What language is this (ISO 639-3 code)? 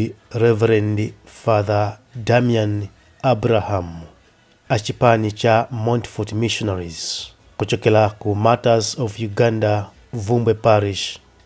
nya